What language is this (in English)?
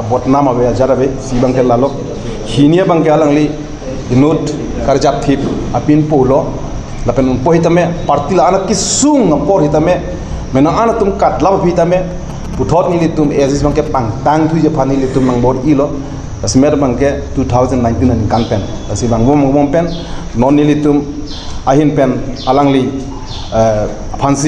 Karbi